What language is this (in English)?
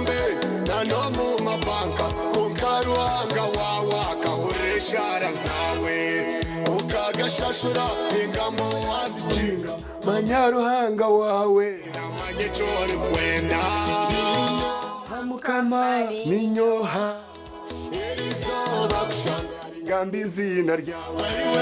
Nyankole